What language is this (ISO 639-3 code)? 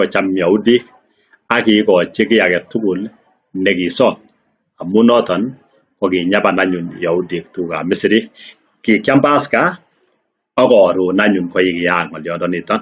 kln